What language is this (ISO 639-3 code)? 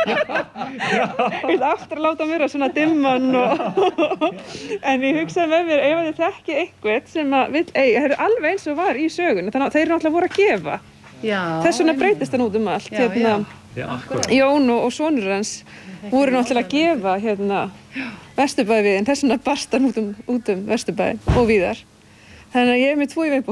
isl